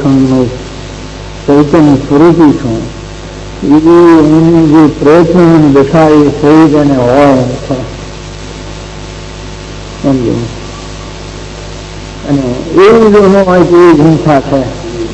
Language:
Gujarati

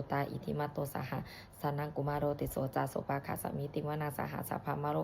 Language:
Pali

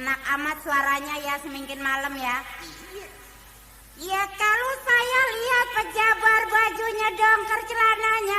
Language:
Betawi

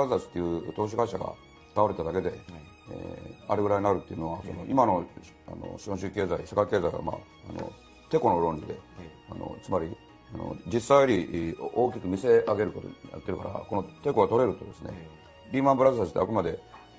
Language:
Japanese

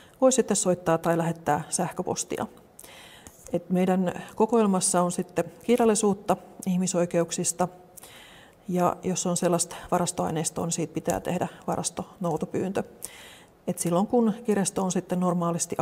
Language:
Finnish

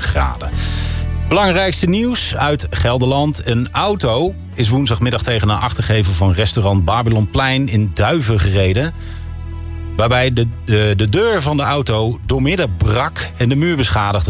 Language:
Dutch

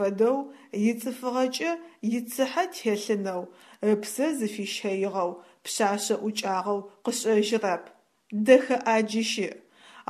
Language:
Adyghe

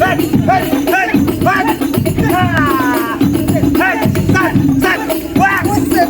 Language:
Betawi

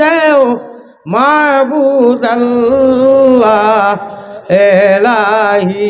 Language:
Sylheti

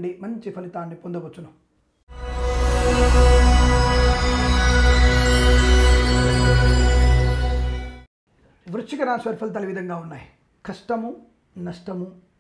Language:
Telugu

